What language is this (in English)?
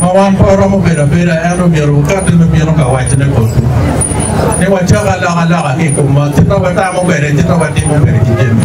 Acoli